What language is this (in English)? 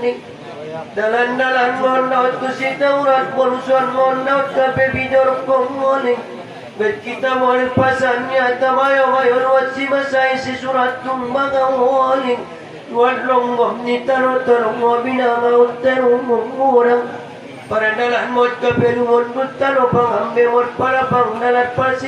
Batak Angkola